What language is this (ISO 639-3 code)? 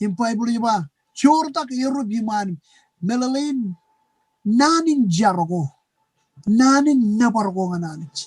mah